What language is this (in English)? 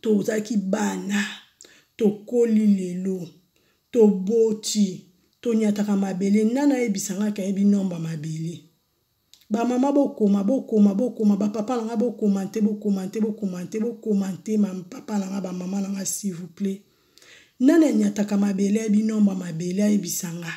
Lingala